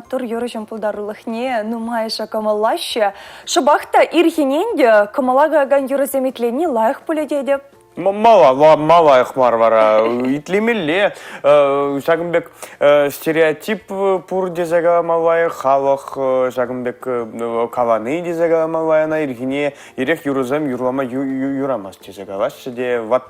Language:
Chuvash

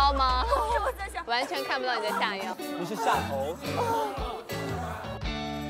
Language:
Chinese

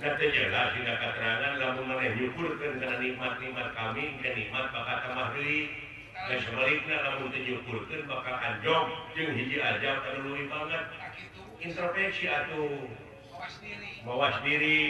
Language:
Sundanese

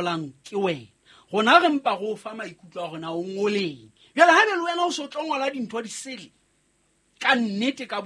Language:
Southern Sotho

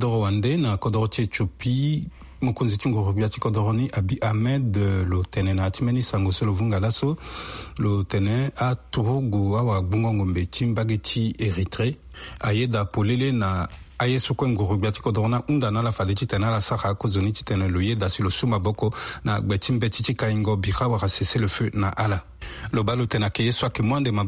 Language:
Sango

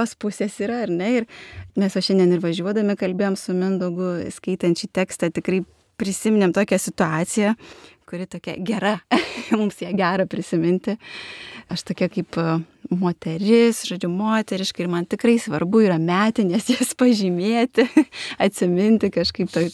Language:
Lithuanian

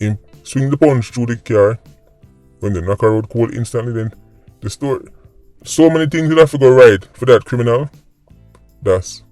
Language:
Jamaican Creole English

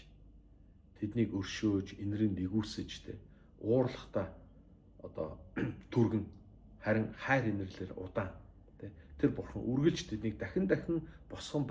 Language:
Mongolian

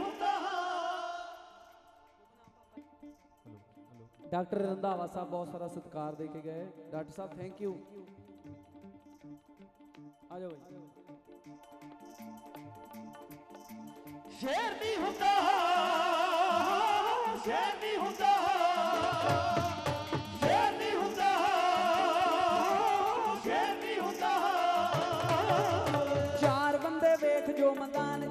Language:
Punjabi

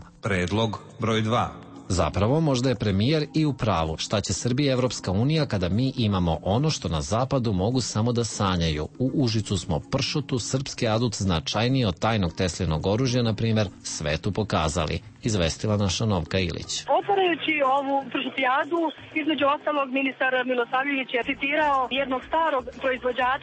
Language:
Serbian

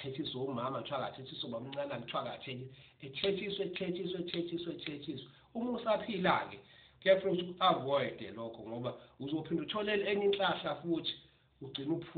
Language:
Zulu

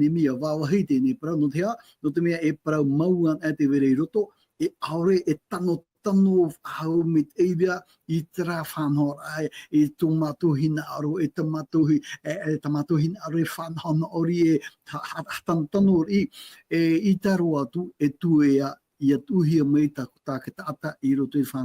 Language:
Tahitian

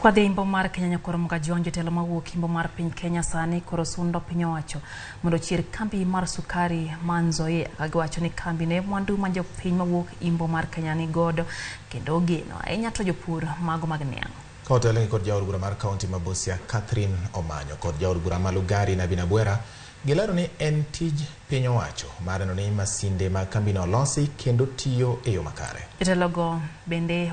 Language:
Luo (Kenya and Tanzania)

